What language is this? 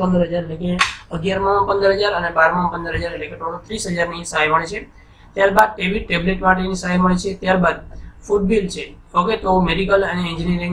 Gujarati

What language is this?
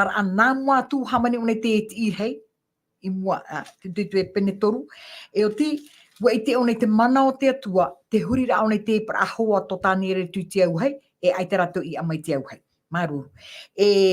Tahitian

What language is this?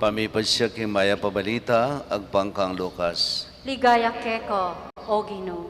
Pampanga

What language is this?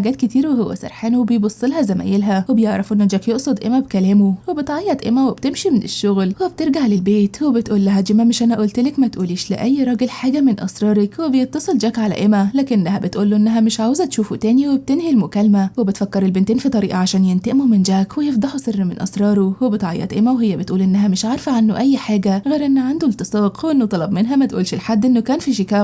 Egyptian Arabic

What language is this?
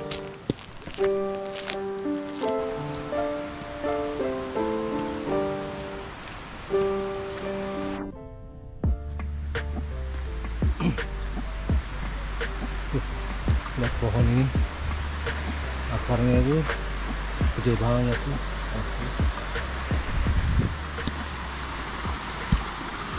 Indonesian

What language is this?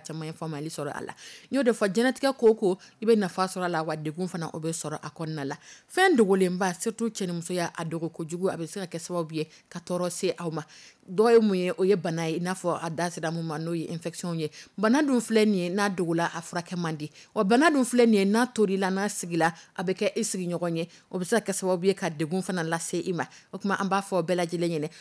Dyula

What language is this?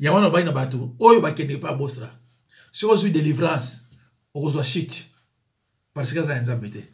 Lingala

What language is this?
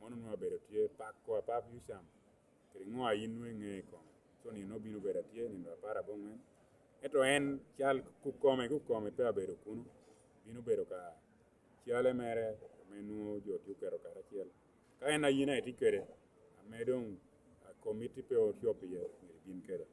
Lango (Uganda)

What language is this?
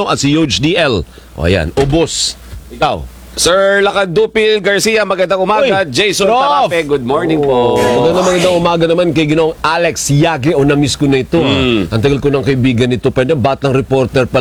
Filipino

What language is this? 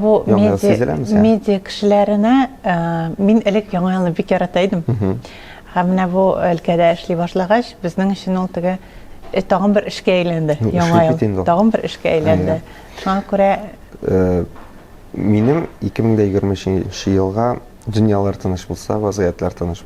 Tatar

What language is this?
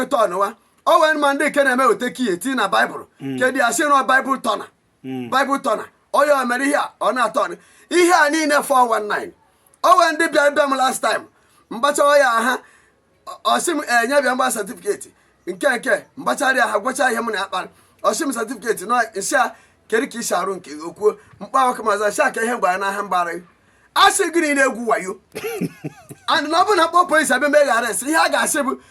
Igbo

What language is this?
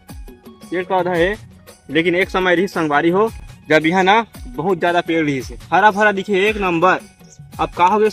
Chhattisgarhi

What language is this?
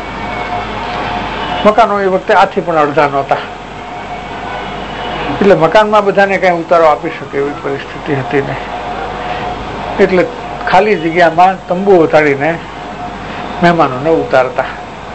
Gujarati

